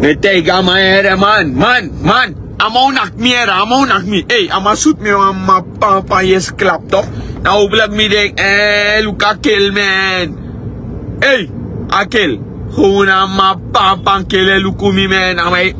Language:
Sranan Tongo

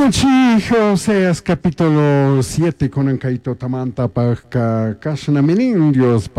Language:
Chimborazo Highland Quichua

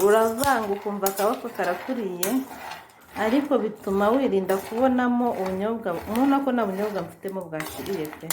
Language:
Kinyarwanda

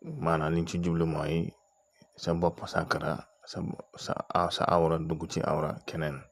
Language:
Wolof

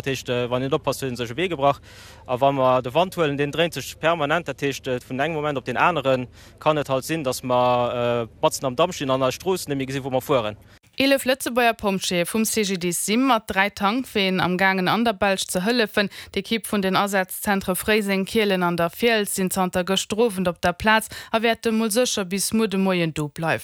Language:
Luxembourgish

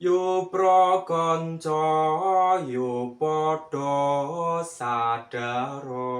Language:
Javanese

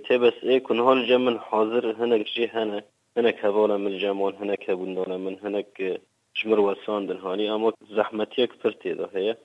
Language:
Kurdish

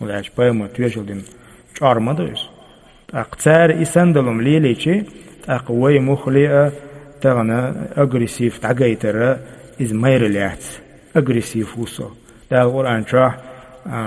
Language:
Chechen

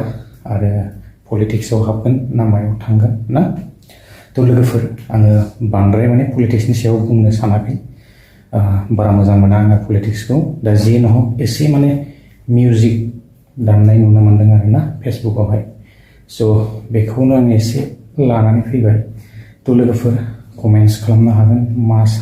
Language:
Bodo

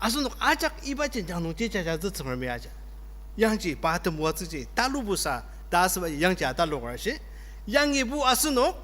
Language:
Ao Naga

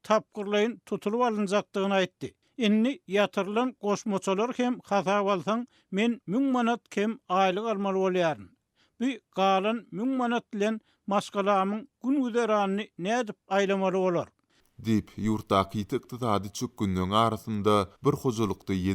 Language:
Turkmen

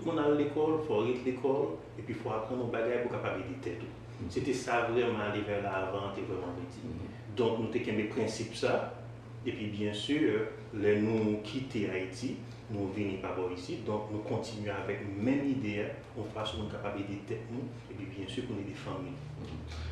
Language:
Haitian Creole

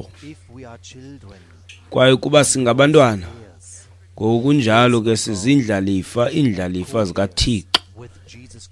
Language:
Xhosa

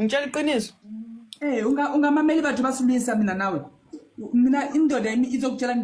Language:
Zulu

